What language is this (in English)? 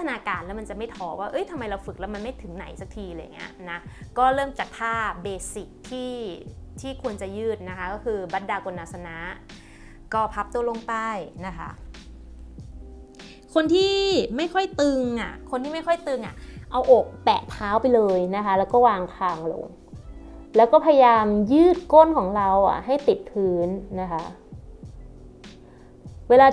Thai